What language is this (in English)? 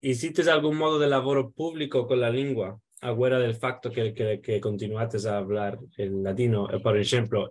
Ladino